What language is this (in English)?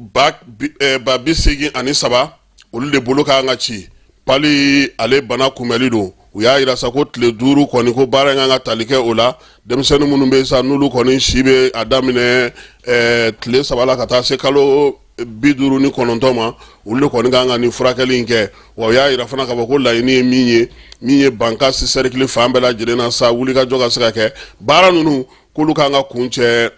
Bambara